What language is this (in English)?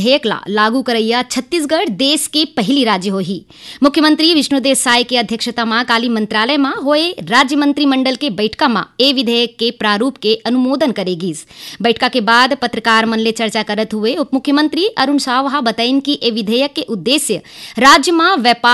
Chhattisgarhi